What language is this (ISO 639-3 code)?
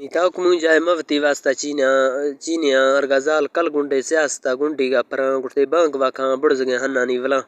bal